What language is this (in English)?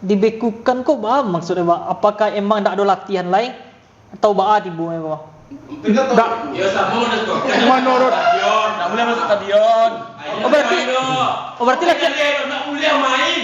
Minangkabau